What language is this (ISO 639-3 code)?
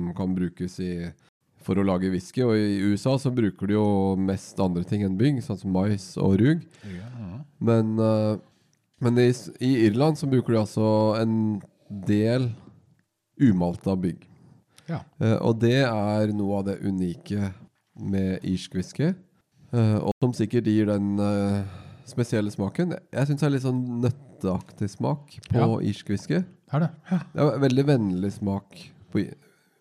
nor